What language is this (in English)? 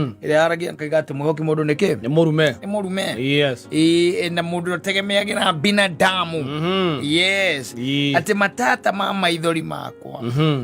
Kikuyu